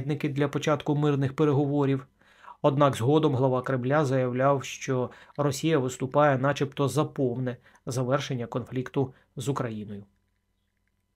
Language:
Ukrainian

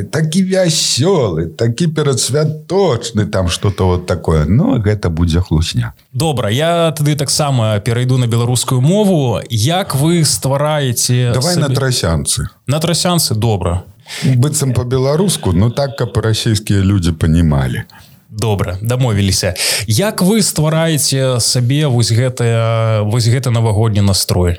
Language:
Belarusian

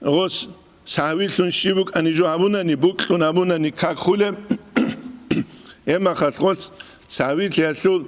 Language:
Avaric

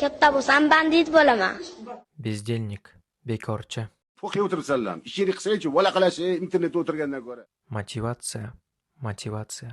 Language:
Uzbek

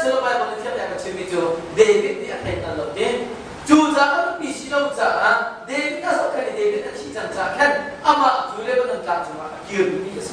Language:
Hakha Chin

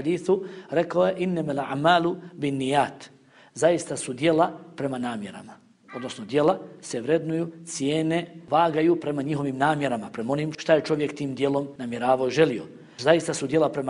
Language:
Bosnian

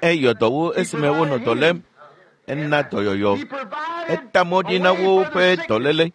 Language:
Ewe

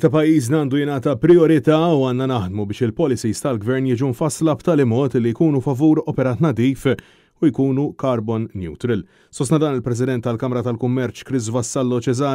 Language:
Maltese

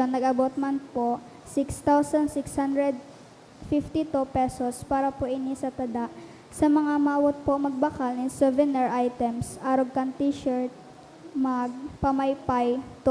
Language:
Bikol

